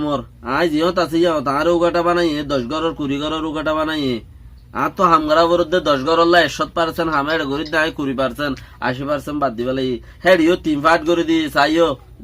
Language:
Rohingya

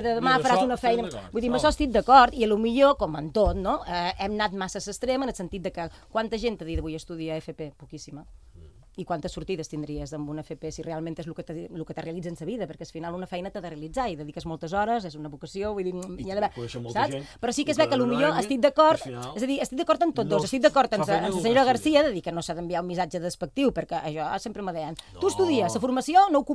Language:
Catalan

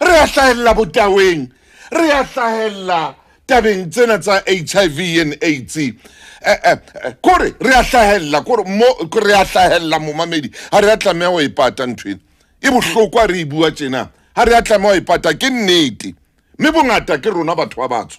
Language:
Southern Sotho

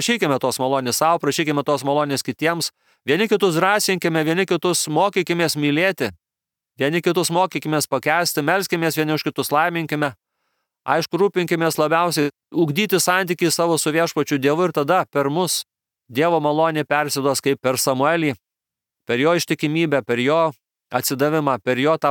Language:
Lithuanian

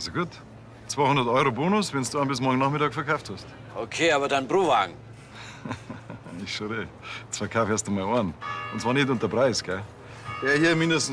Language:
Bavarian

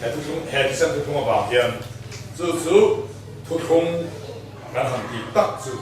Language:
Mizo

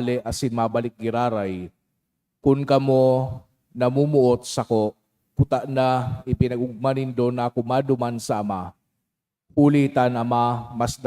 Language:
Bikol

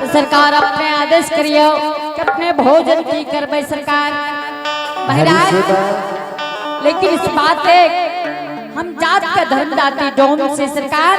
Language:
Angika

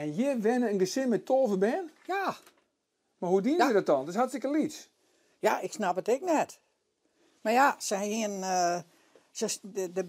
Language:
Western Frisian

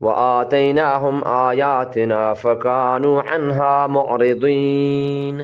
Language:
Eastern Balochi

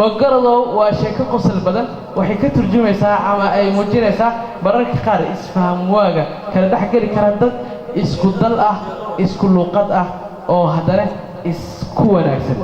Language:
Somali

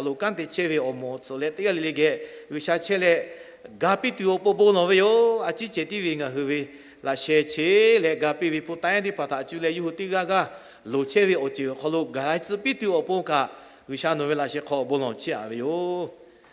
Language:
Lahu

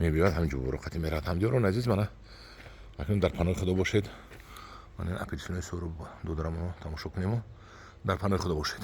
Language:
Tajik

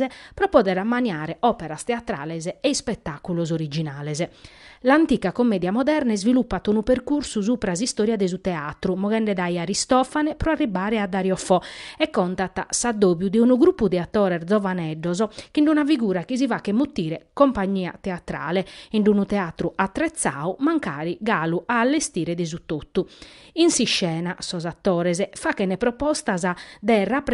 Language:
Sardinian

